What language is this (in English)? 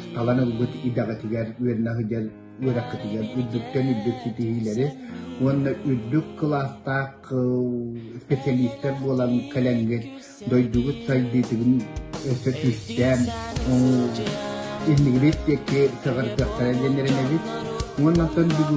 Yakut